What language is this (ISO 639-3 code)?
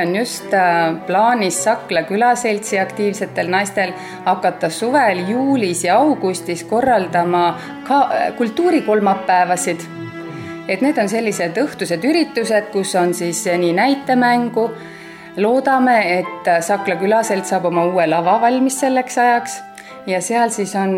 est